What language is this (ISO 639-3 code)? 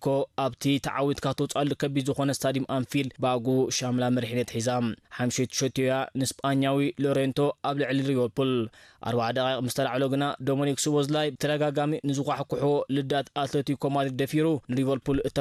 tir